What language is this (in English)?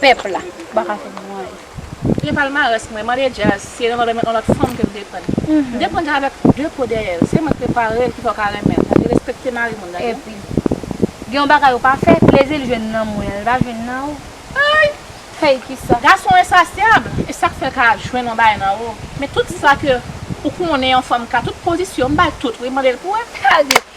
Haitian Creole